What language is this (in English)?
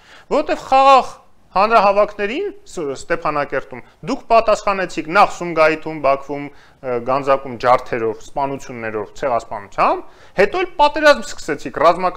Armenian